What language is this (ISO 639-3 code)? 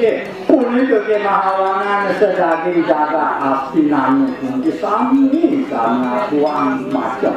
ban